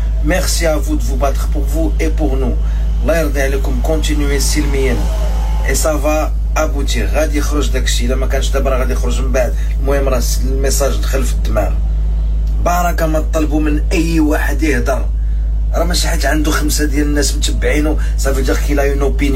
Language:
Moroccan Arabic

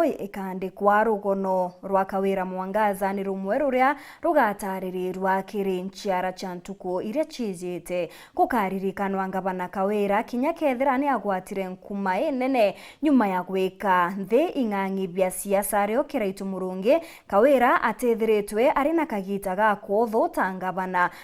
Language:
Meru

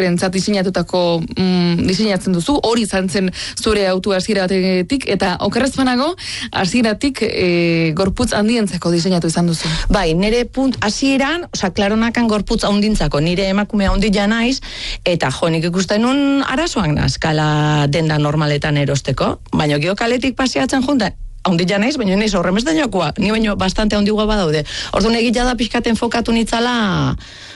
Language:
Basque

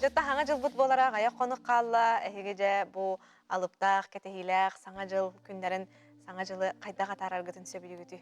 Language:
Yakut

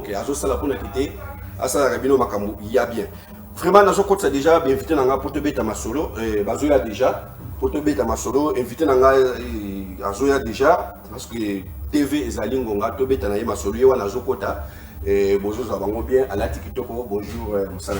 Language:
Lingala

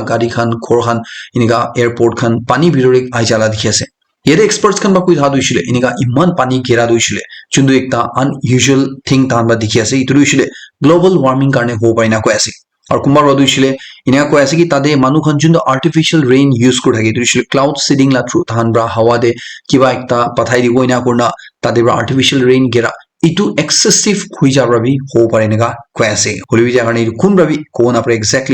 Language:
Naga Pidgin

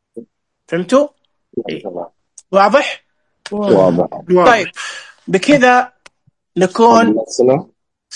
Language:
Najdi Arabic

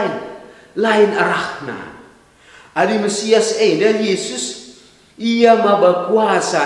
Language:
Batak Karo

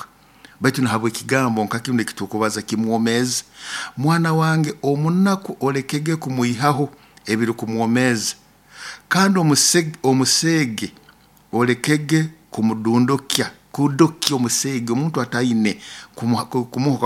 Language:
Nyoro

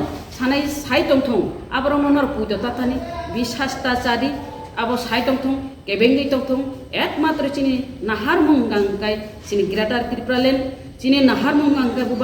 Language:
Kok Borok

